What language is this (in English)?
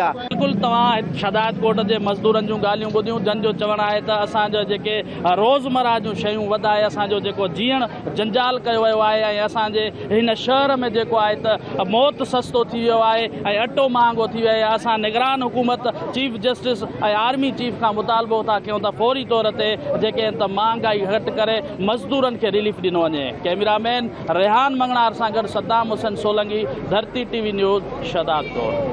Sindhi